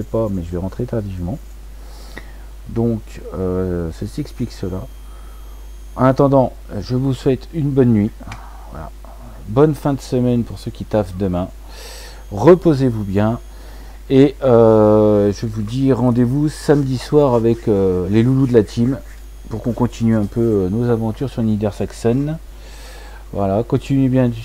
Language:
French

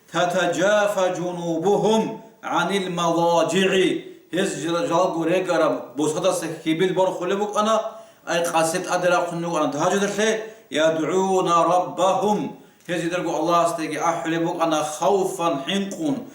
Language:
Avaric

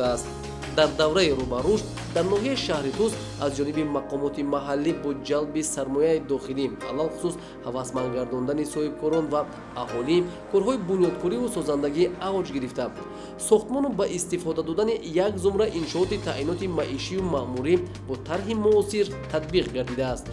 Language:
Tajik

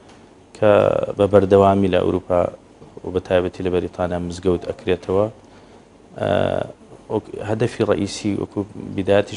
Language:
Central Kurdish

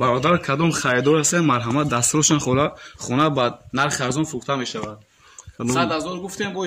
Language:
Tajik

